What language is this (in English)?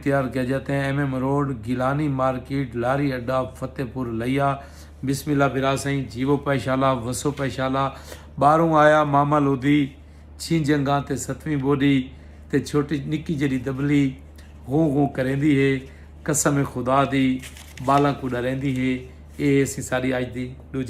Saraiki